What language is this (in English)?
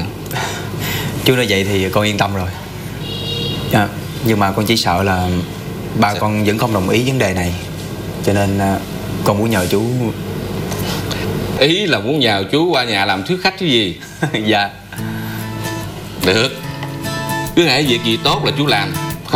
Vietnamese